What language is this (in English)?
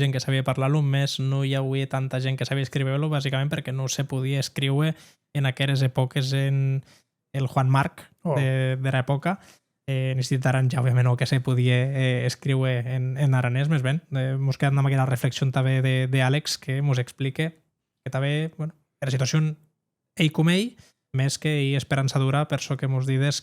Occitan